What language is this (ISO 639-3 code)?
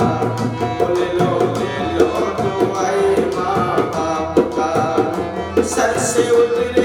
mai